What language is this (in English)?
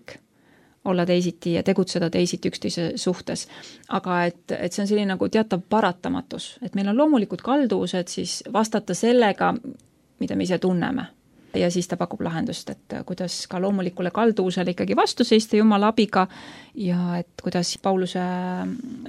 Estonian